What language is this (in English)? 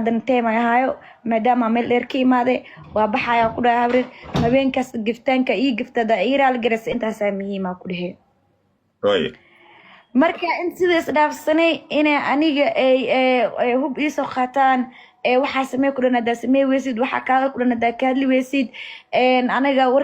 Somali